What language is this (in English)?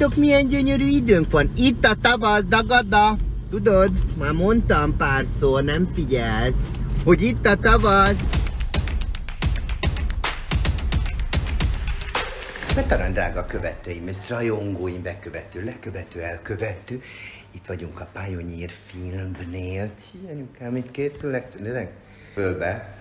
Hungarian